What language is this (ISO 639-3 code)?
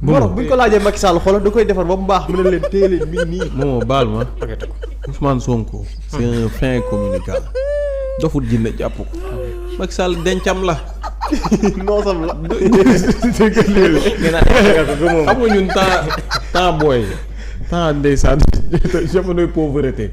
wol